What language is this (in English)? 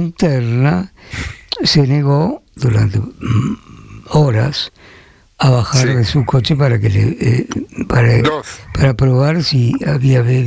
Spanish